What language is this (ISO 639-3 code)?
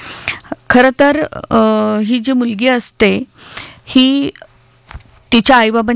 mar